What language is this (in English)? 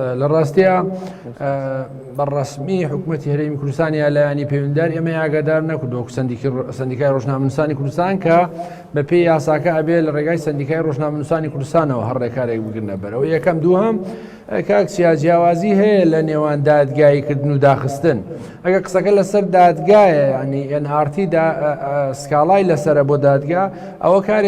Central Kurdish